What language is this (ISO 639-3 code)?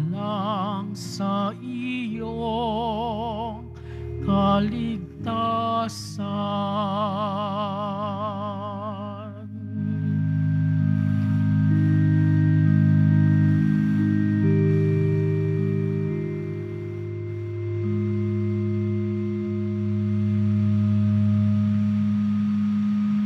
fil